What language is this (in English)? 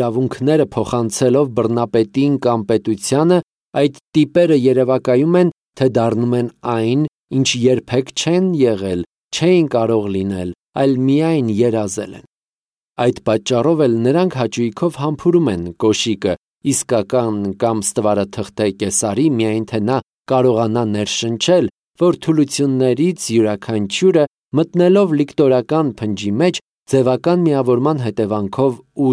Armenian